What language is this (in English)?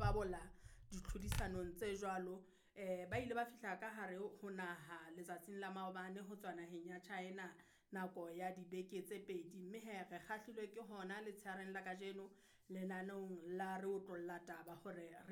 Southern Sotho